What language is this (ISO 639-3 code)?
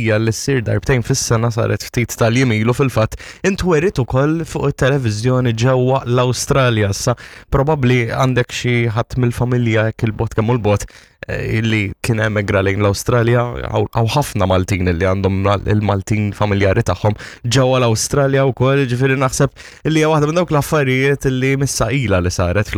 mlt